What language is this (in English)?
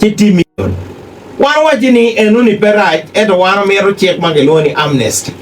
Acoli